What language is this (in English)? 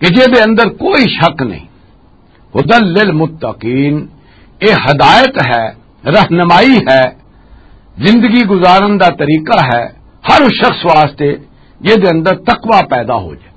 Western Panjabi